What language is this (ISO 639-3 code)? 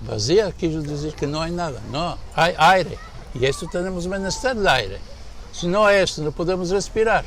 lad